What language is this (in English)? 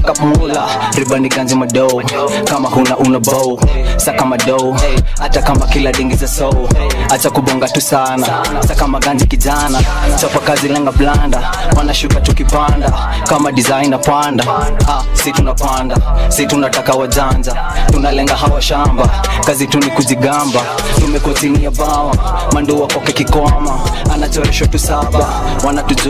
Swahili